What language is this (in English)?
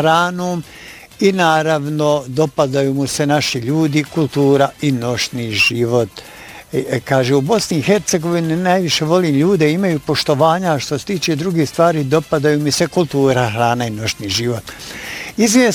Bosnian